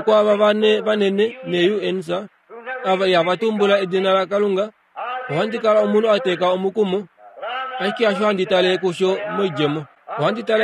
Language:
Kuanyama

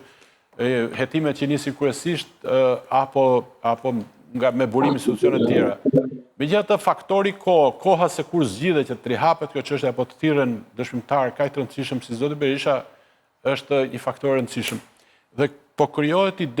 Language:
Albanian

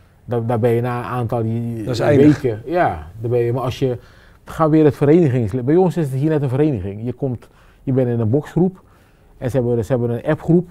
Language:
Dutch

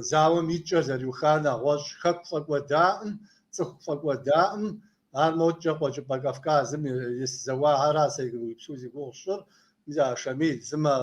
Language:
Kabardian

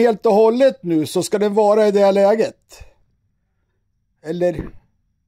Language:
Swedish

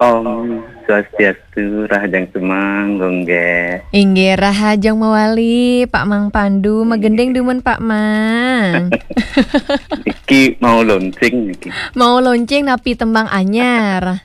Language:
Balinese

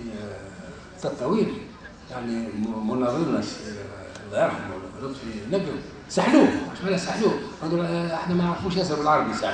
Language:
Tunisian Arabic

